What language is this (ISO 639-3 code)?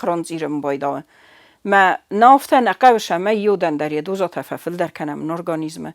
oss